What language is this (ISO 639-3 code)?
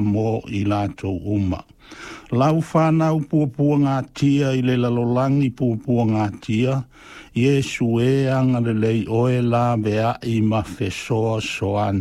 smo